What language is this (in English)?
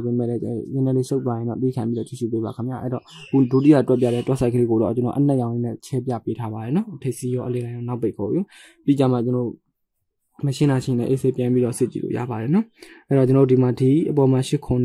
Burmese